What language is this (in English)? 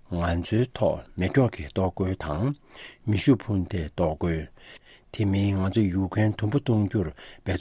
Tibetan